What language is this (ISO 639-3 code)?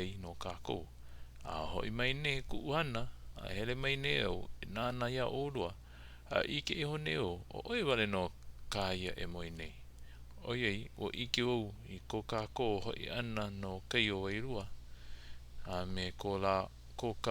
haw